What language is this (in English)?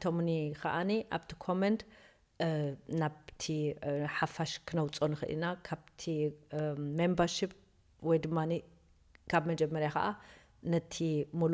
Tigrinya